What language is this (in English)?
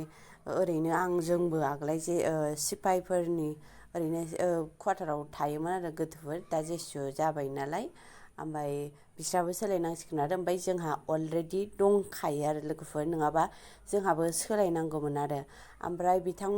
Bodo